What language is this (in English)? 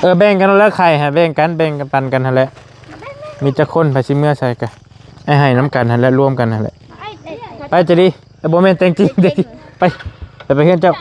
Lao